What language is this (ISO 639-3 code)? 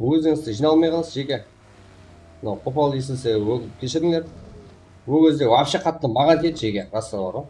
kaa